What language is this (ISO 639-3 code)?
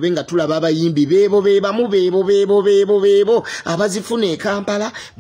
lug